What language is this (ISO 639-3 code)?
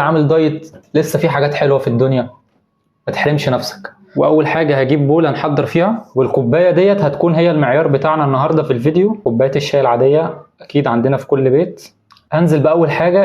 arz